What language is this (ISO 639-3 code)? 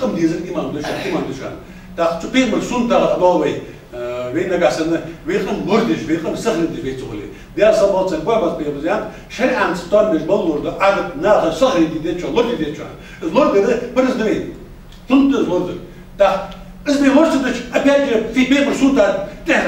inh